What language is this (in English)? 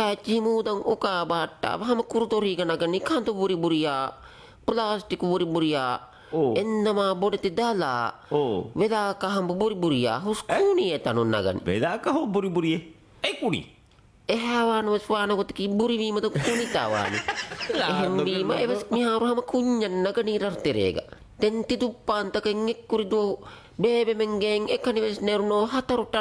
Divehi